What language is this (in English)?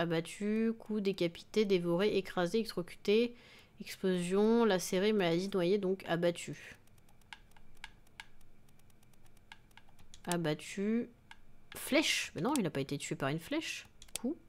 French